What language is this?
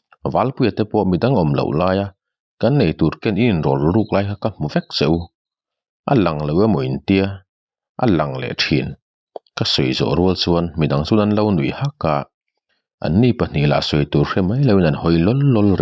Mizo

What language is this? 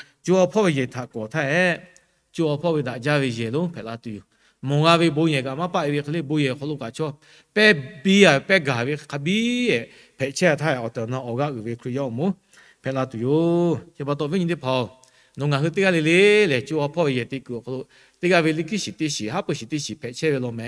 Lahu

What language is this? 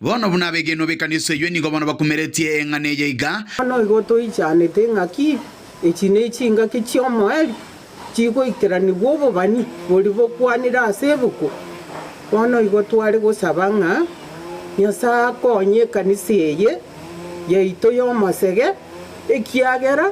Gusii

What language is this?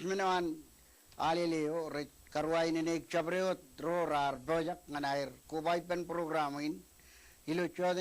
Marshallese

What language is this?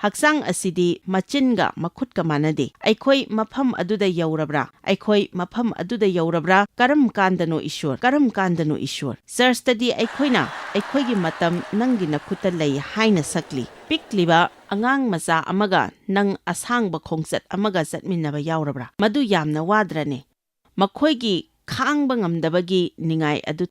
Manipuri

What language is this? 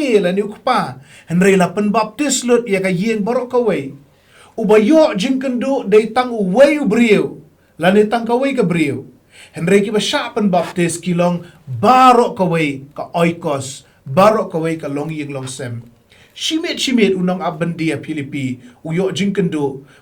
Khasi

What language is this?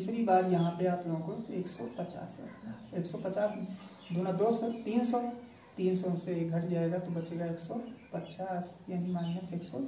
Hindi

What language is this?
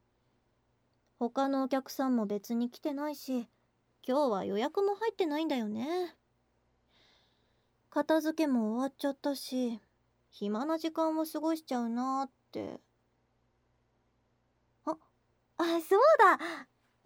Japanese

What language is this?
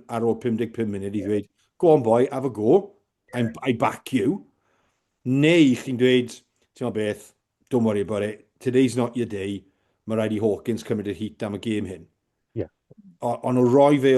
Welsh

